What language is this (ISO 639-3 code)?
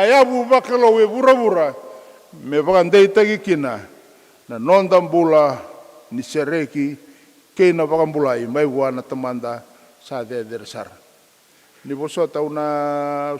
fij